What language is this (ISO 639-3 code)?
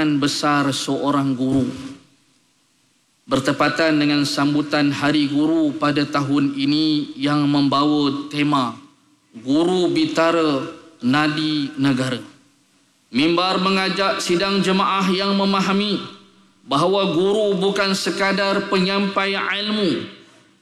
msa